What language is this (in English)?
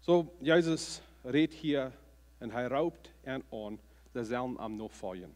Plautdietsch